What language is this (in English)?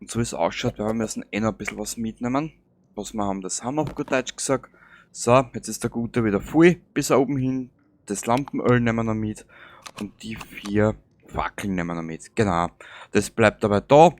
Bavarian